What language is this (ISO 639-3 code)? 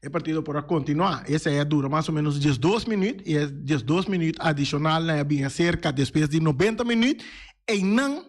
pap